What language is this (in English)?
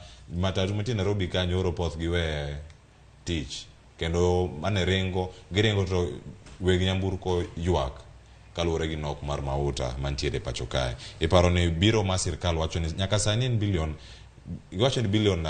Luo (Kenya and Tanzania)